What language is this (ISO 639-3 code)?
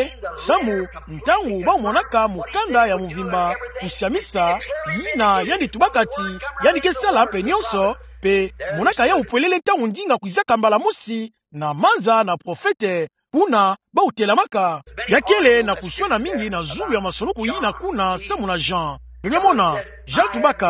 ktu